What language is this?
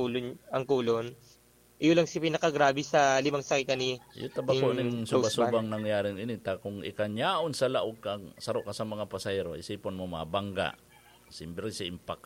Bikol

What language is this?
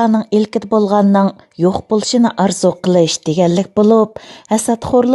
Uyghur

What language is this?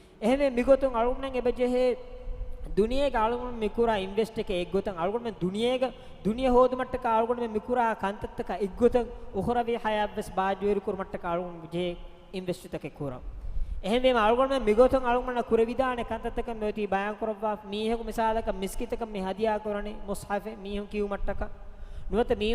Divehi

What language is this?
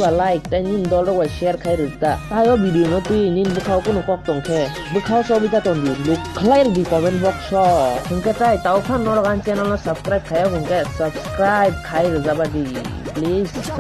Kok Borok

